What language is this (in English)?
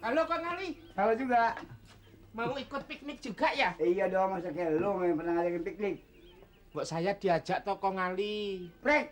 Betawi